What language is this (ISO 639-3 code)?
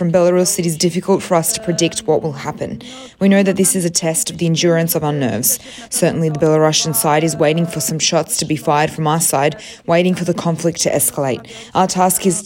kur